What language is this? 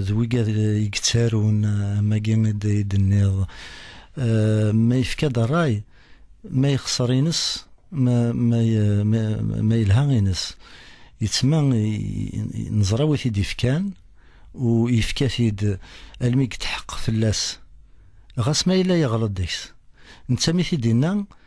Kabyle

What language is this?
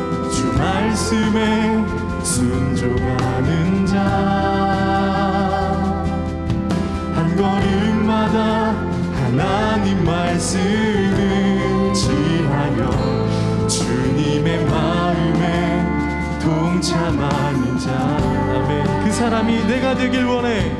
Korean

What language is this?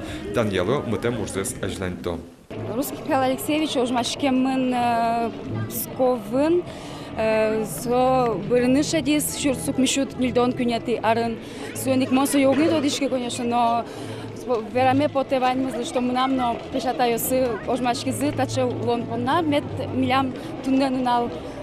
Udmurt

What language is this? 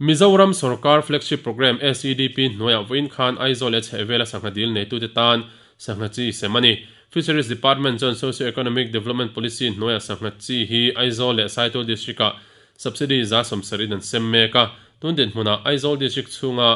Mizo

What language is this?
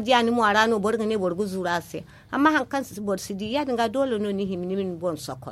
Zarma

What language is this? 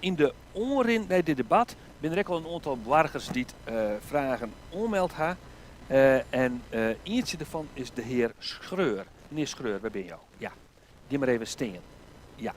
Western Frisian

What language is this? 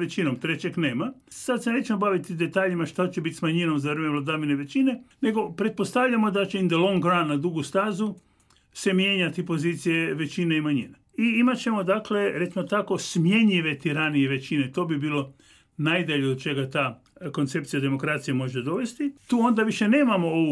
Croatian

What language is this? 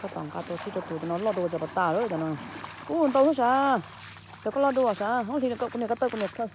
Hmong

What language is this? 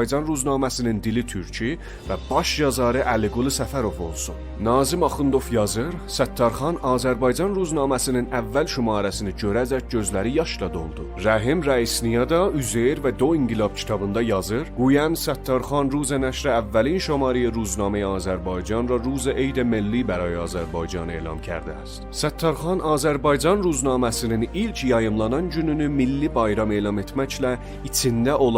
South Azerbaijani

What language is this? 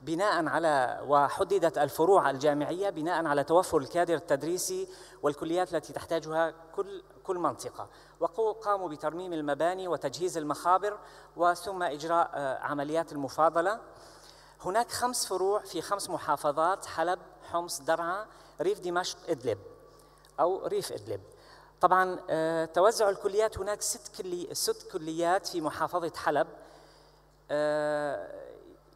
Arabic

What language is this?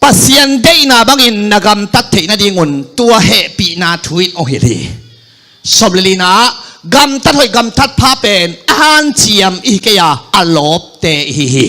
Tedim Chin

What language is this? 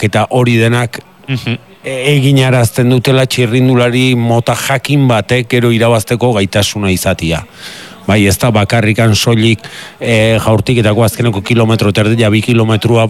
Basque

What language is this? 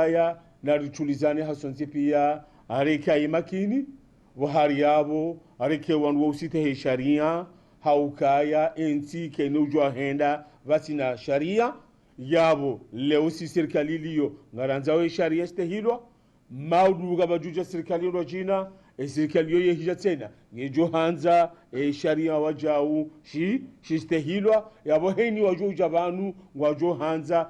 Ngazidja Comorian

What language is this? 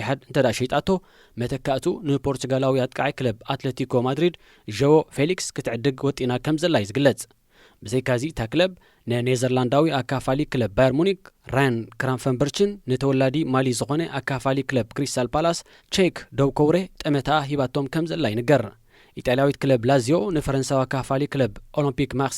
Tigrinya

